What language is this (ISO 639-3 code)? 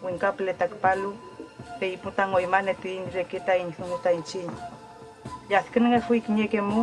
arn